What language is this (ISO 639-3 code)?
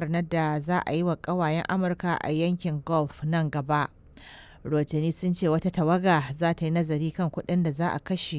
hau